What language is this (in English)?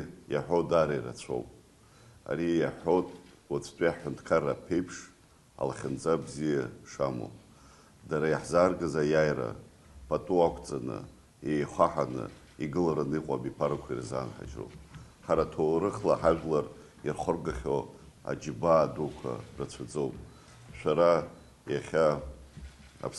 Abkhazian